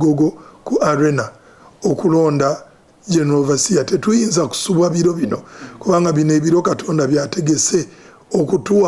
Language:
Ganda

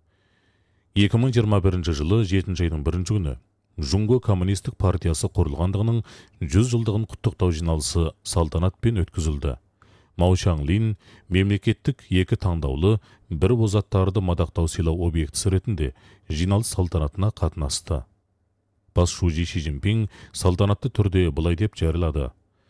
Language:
Kazakh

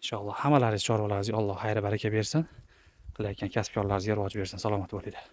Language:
Uzbek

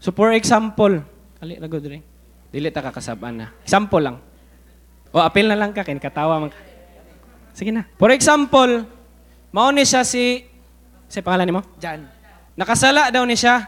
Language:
Cebuano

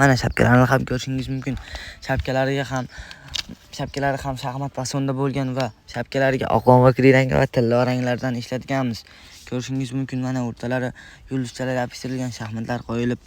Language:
Uzbek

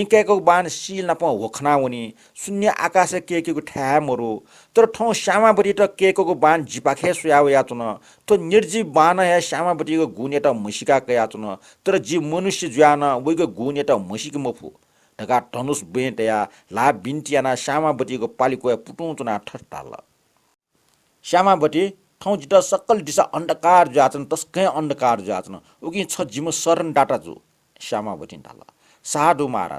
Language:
Newari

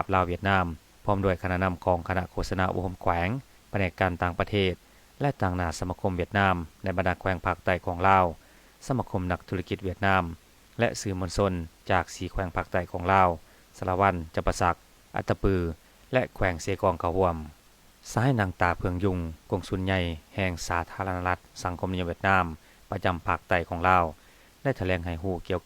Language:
Lao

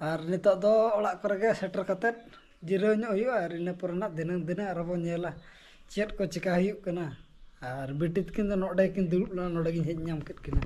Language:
Santali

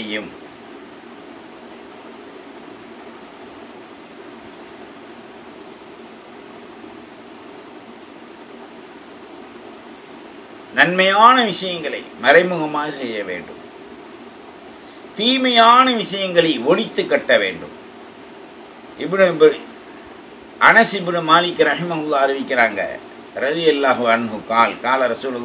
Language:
Tamil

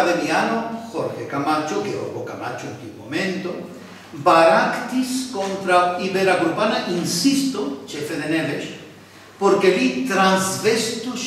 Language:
Esperanto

